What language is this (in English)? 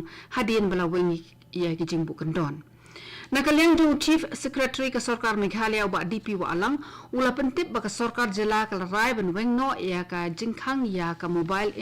Khasi